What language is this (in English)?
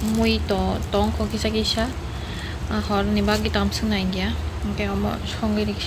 Kok Borok